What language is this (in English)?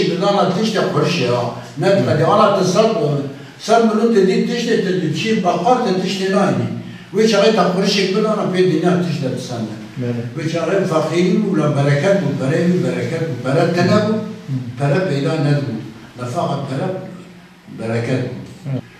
Kurdish